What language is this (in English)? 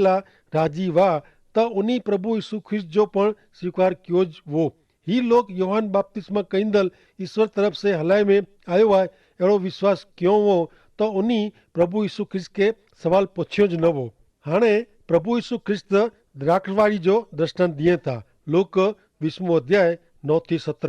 Kachhi